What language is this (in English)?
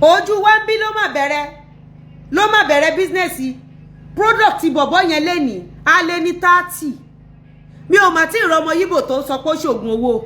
Yoruba